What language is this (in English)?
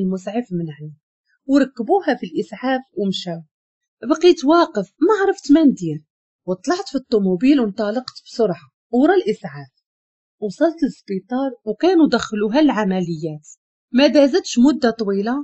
Moroccan Arabic